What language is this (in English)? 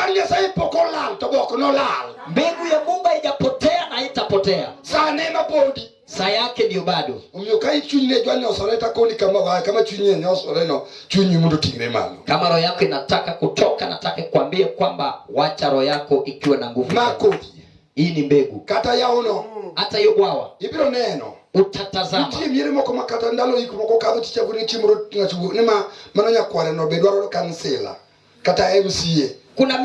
Luo (Kenya and Tanzania)